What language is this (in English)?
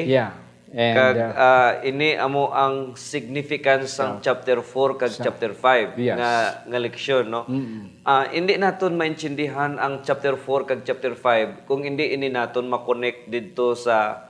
Hiligaynon